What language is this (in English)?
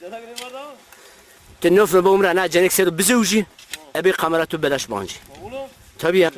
Zaza